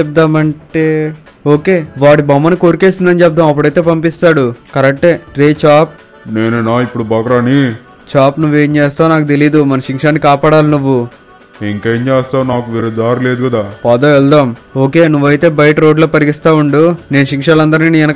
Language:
Telugu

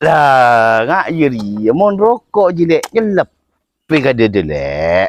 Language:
Madurese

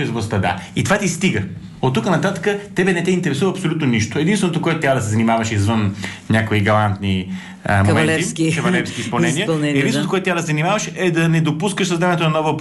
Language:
Bulgarian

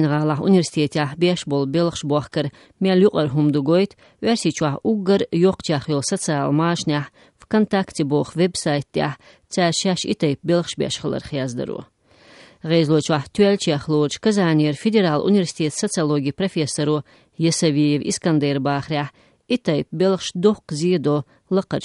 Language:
Chechen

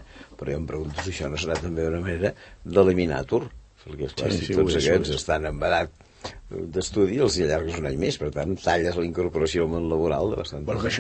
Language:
Catalan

